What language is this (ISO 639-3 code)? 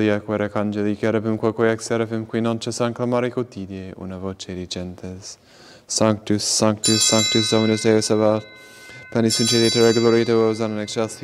lat